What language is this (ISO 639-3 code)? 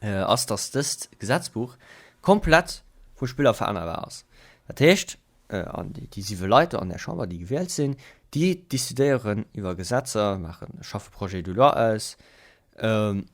ltz